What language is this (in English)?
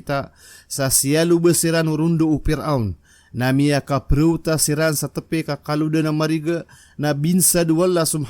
Maranao